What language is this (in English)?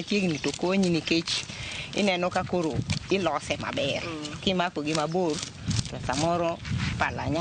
Luo (Kenya and Tanzania)